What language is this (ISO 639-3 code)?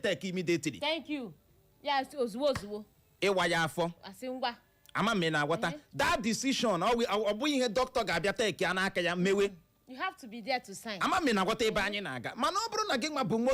ibo